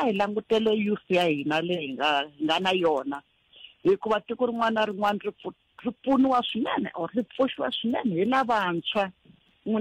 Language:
Tsonga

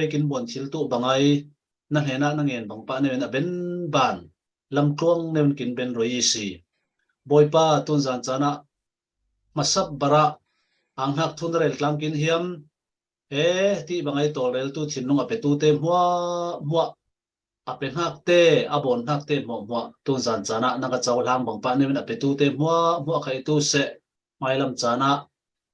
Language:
Falam Chin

